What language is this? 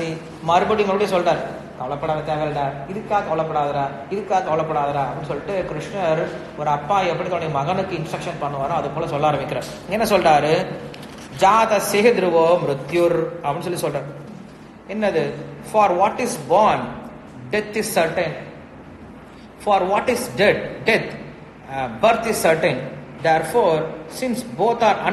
Tamil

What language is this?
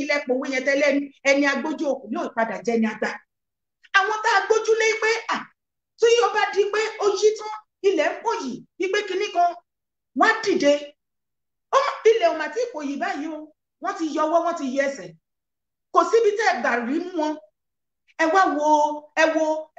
Yoruba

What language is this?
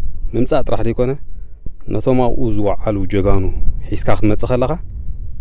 Tigrinya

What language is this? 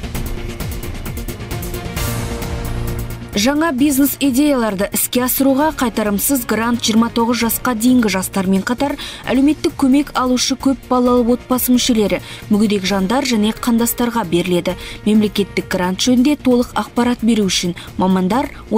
Kazakh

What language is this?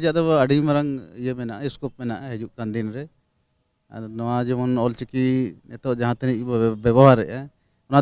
Santali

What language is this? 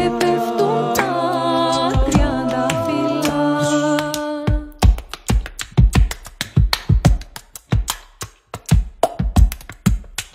Greek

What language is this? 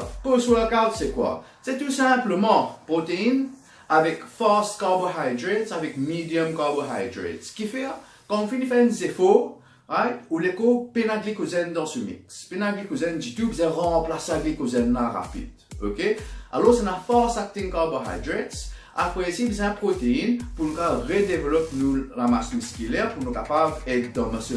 Morisyen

